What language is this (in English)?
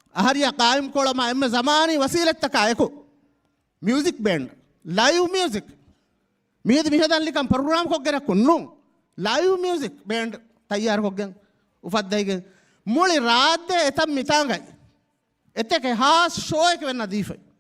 Divehi